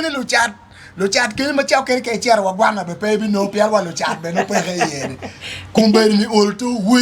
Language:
Acoli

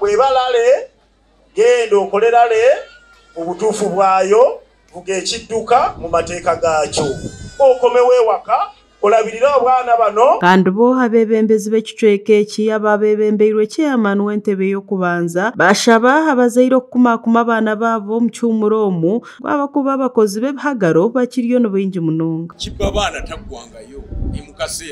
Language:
Nyankole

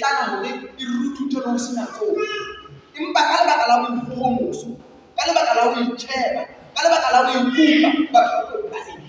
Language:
Southern Sotho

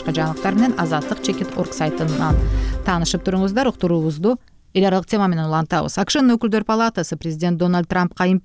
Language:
Kyrgyz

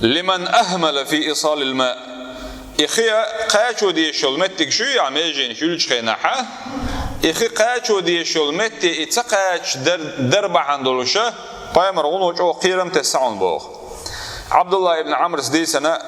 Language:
Chechen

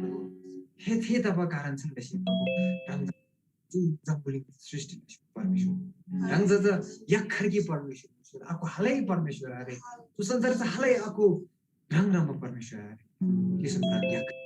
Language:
Eastern Tamang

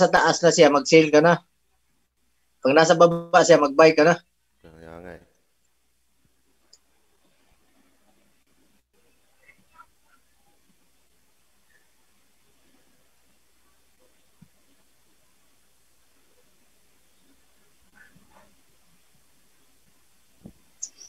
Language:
Filipino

